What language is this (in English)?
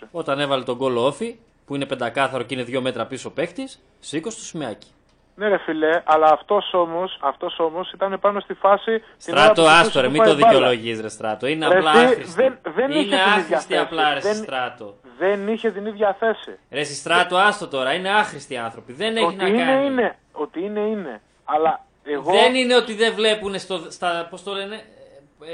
Greek